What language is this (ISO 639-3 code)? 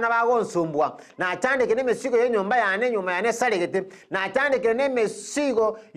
guz